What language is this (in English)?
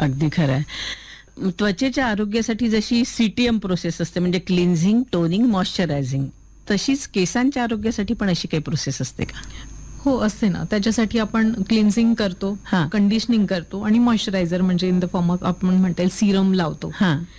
Marathi